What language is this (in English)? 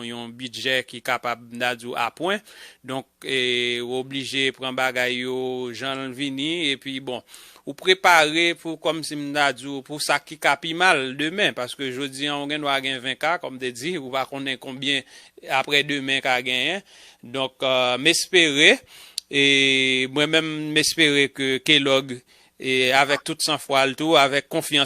Haitian Creole